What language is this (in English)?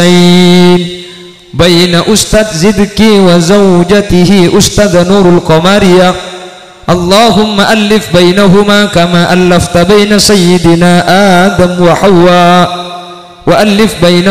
Madurese